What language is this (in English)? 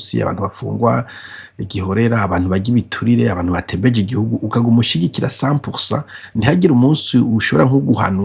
Rundi